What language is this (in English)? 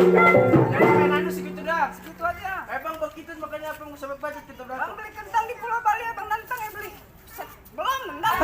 Betawi